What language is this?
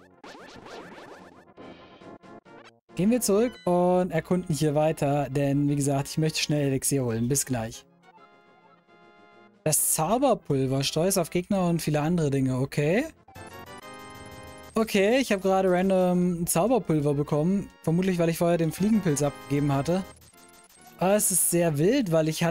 German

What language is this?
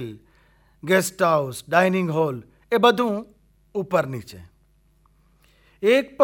Gujarati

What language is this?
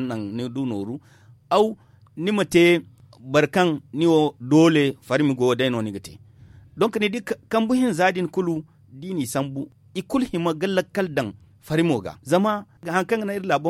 Zarma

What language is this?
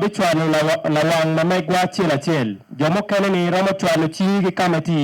Acoli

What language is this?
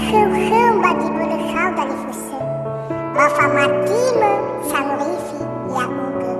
Nias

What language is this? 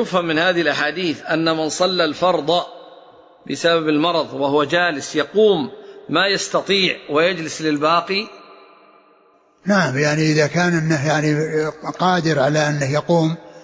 Arabic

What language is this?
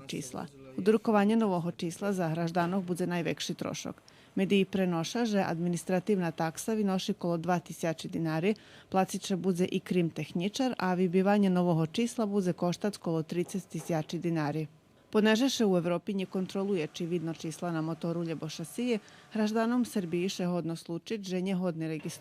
Rusyn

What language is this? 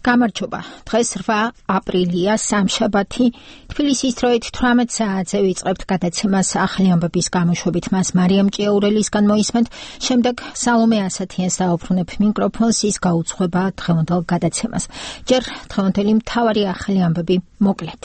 Georgian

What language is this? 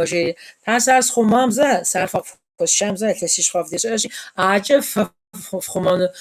Kabardian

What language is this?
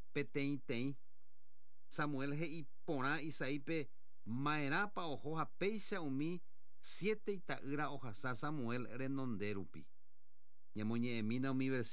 Guarani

